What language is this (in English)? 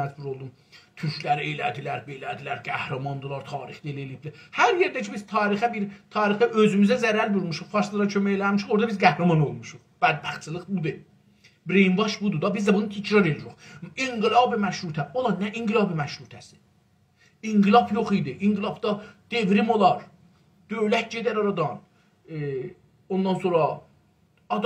South Azerbaijani